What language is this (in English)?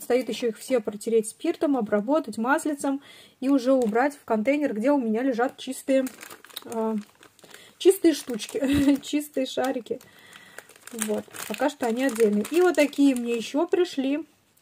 Russian